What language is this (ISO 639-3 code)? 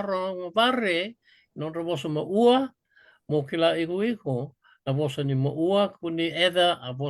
fij